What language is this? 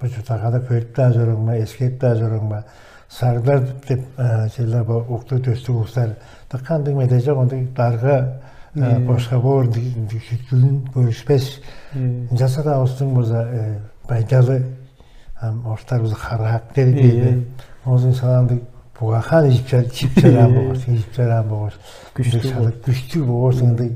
Tuvinian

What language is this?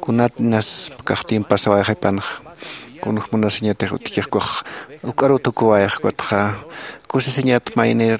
Aymara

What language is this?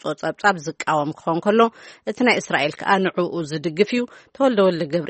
Tigrinya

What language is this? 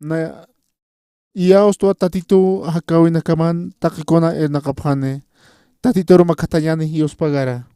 Aymara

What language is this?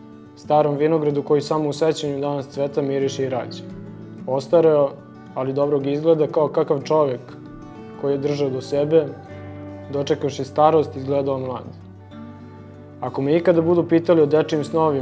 Serbian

